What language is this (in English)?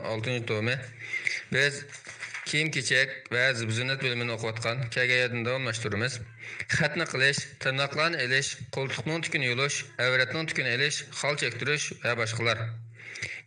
Uyghur